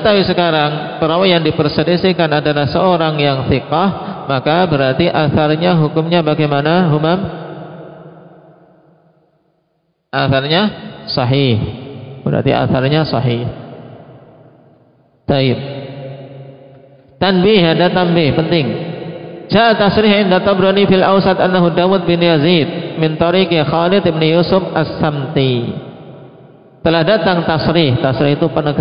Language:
Indonesian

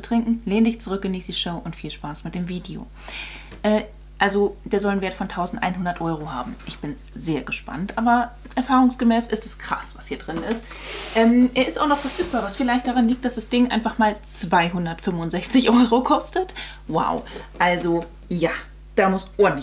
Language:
German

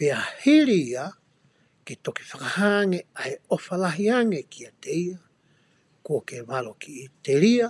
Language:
Tongan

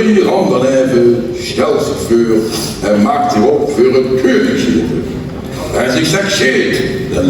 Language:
Limburgish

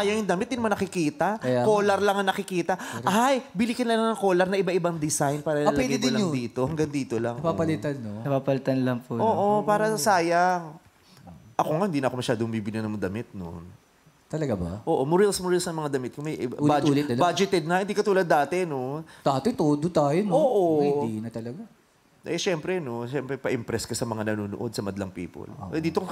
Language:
Filipino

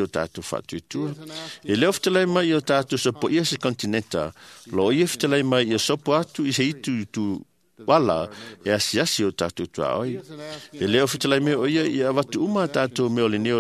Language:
Samoan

